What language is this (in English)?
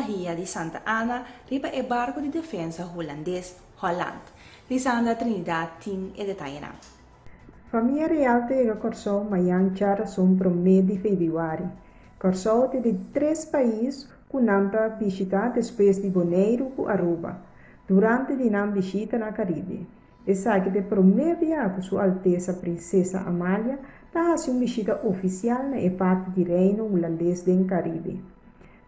Papiamento